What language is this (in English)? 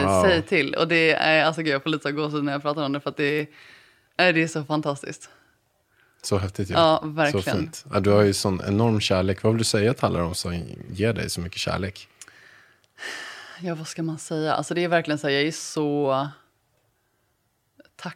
Swedish